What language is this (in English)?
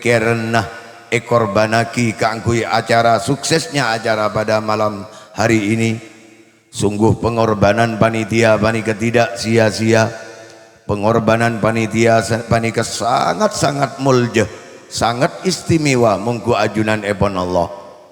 Madurese